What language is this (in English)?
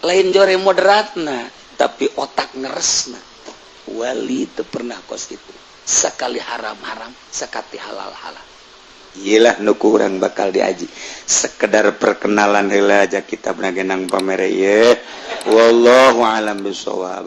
Sundanese